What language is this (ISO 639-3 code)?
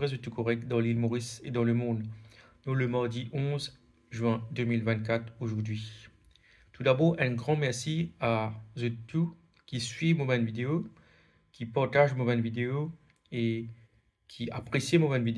mfe